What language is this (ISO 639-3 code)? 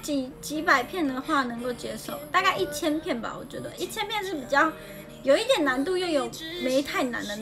zho